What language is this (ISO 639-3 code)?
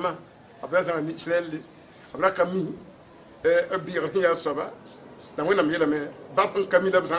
mos